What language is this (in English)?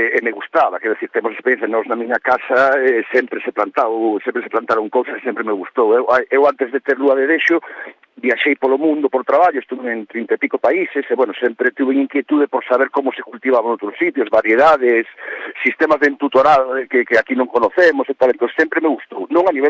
Galician